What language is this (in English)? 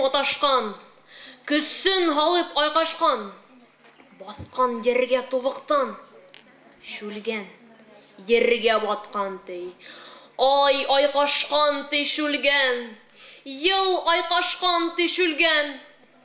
Bashkir